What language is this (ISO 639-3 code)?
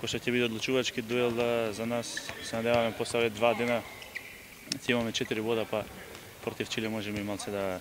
mkd